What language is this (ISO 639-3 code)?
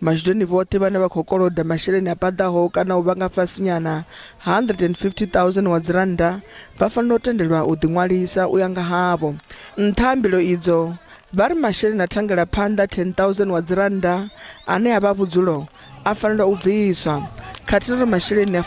ven